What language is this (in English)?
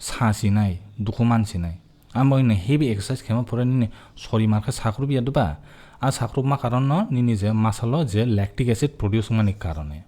Kok Borok